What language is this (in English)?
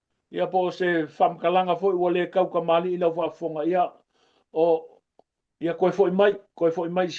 Samoan